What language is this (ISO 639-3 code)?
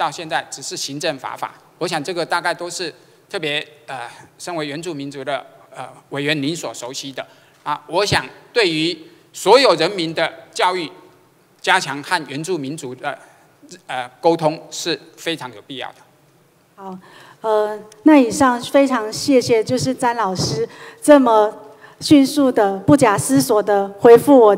zho